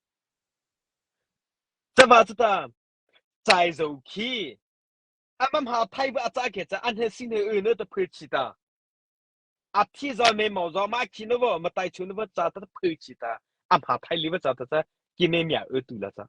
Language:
Mara Chin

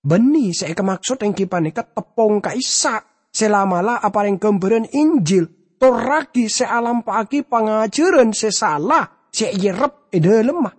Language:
Madurese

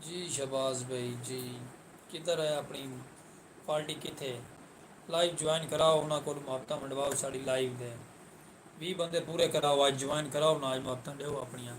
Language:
Saraiki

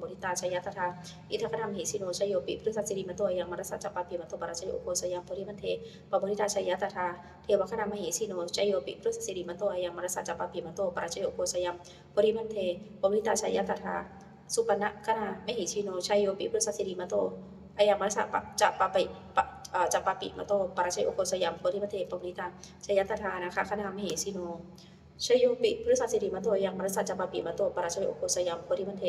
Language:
Pali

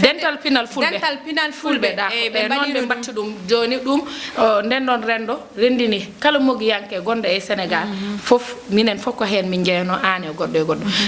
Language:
Fula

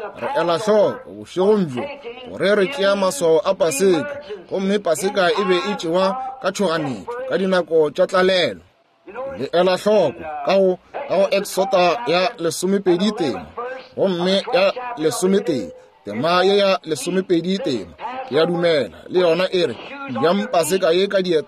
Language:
Northern Sotho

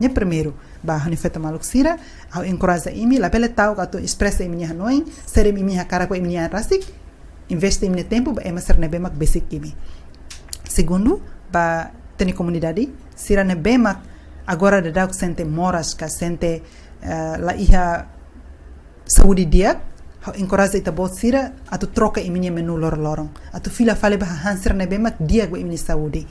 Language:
Tetum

